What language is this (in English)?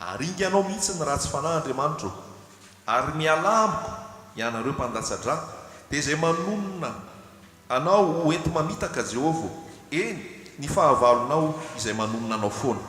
Malagasy